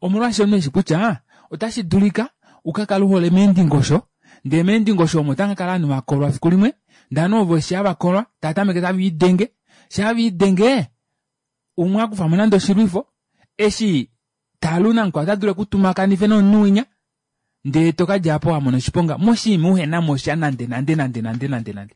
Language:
Kuanyama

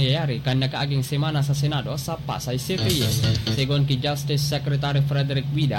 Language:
Bikol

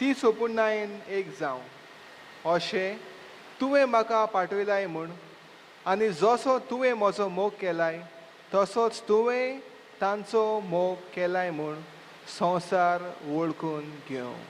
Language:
Konkani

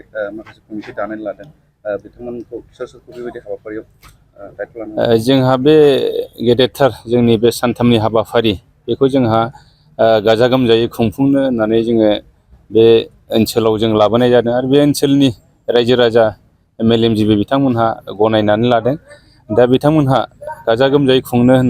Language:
Bodo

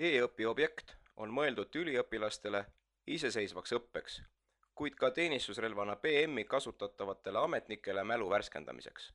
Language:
Estonian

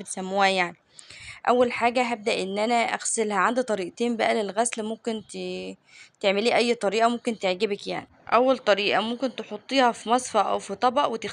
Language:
Egyptian Arabic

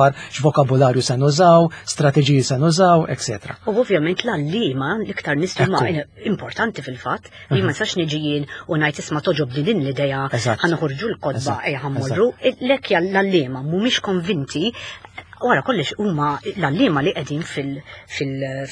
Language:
Maltese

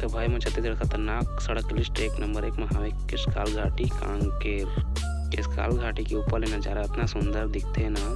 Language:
Chhattisgarhi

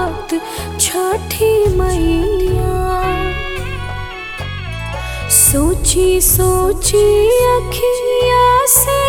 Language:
Bhojpuri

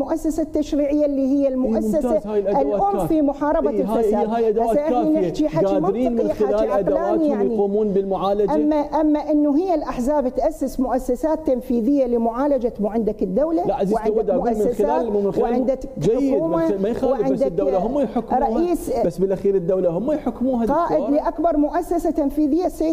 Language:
Mesopotamian Arabic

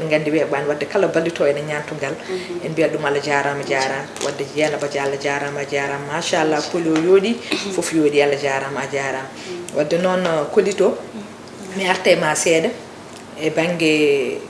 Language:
Fula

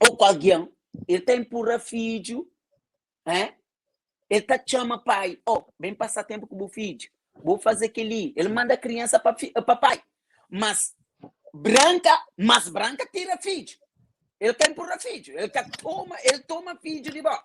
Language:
Kabuverdianu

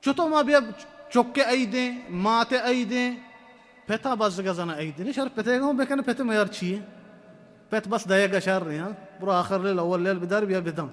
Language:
Baluchi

